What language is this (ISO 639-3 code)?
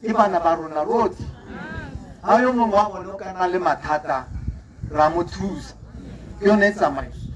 tsn